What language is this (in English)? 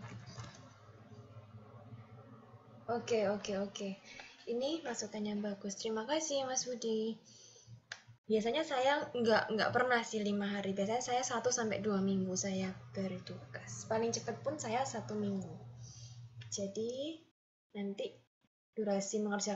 Indonesian